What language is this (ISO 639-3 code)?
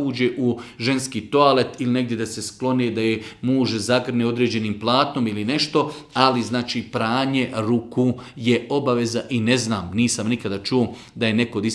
bos